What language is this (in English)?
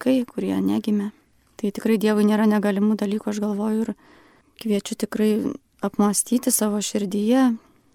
Lithuanian